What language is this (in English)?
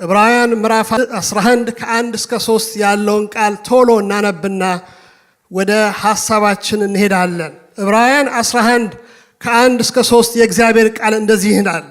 Amharic